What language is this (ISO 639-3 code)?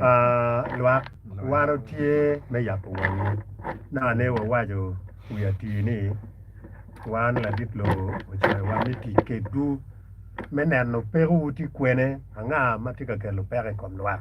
ach